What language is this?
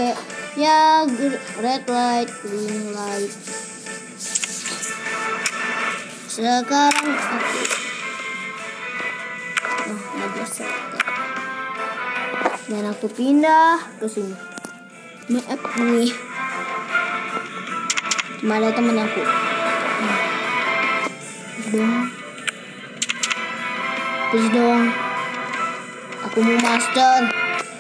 Indonesian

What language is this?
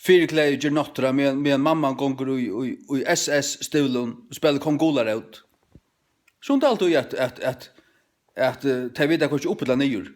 Faroese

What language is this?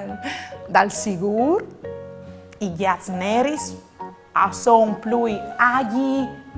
Friulian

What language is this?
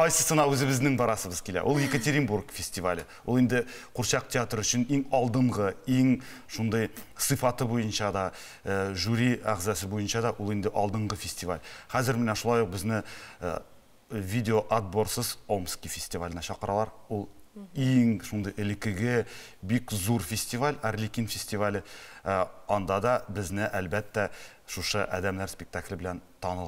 Tatar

